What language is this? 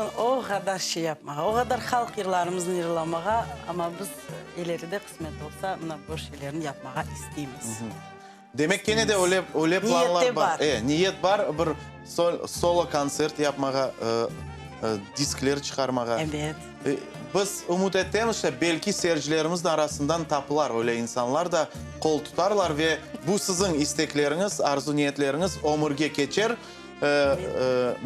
Crimean Tatar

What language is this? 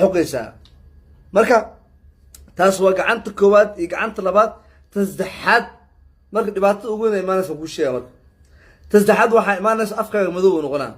Somali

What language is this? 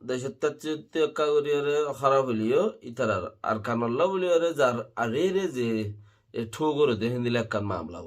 Rohingya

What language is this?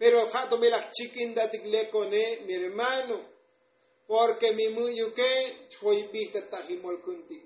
Tzotzil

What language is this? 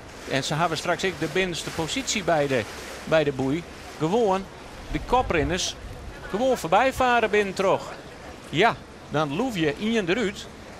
Western Frisian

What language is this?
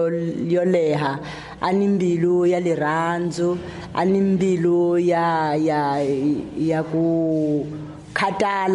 Tsonga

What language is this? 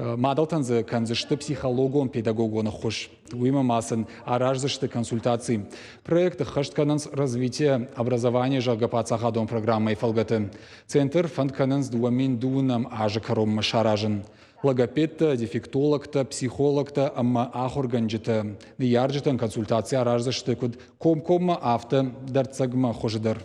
Ossetic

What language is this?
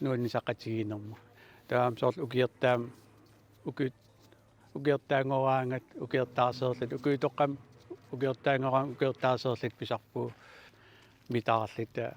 Kalaallisut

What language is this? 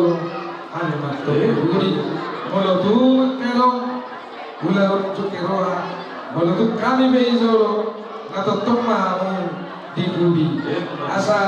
Batak Toba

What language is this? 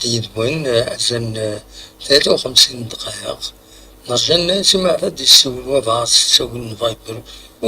Kabyle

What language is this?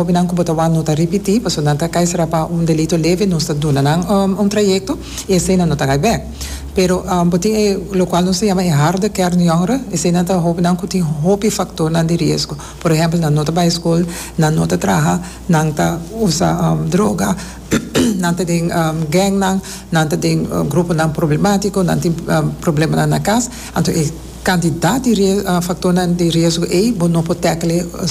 Papiamento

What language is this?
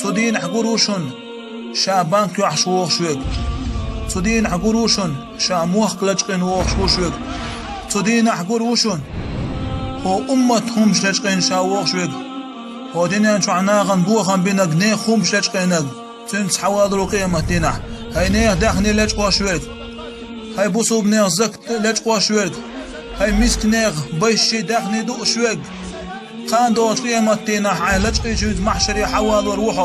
Chechen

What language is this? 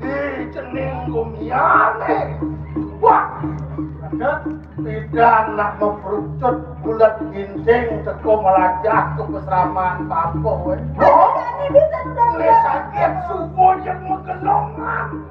Balinese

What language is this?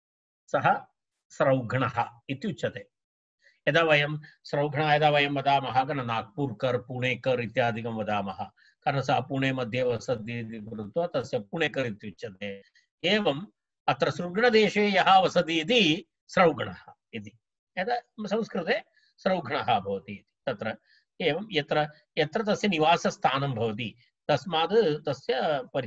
Sanskrit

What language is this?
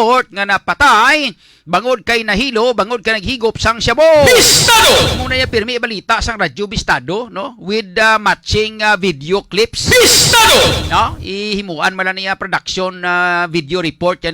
Hiligaynon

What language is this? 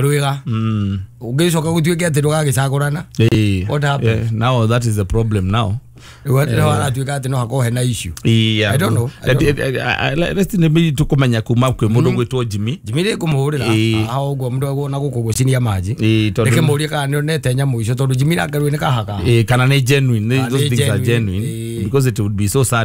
Kikuyu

